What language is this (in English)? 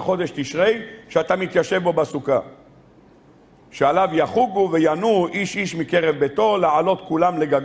Hebrew